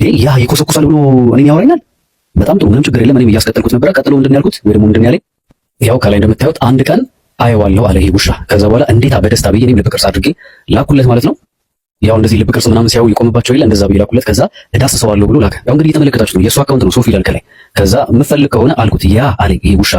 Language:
Amharic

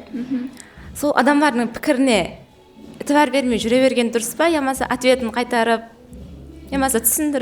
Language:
Kara-Kalpak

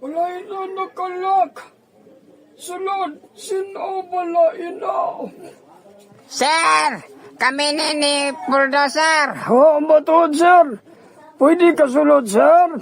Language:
Hiligaynon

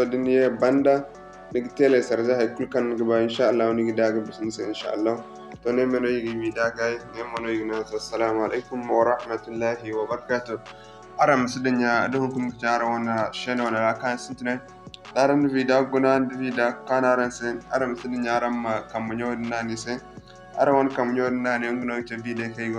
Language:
Zarma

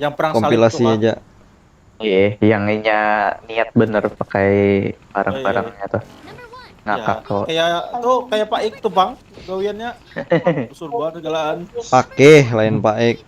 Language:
Banjar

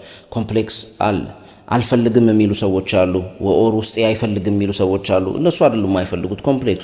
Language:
Amharic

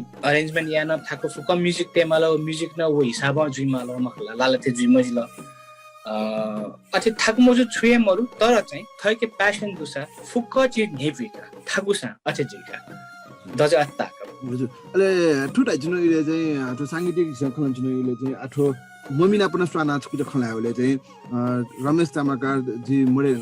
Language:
Newari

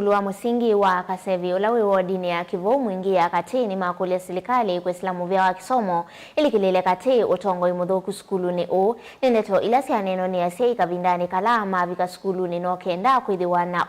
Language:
Kamba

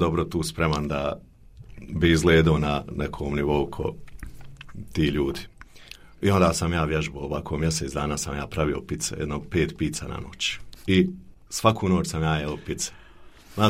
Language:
Bosnian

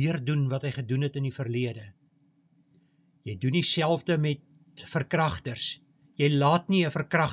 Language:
Afrikaans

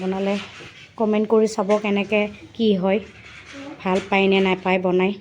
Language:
Assamese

